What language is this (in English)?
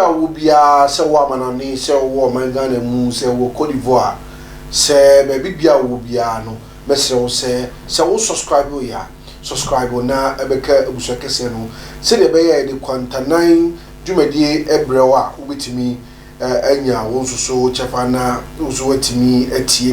Akan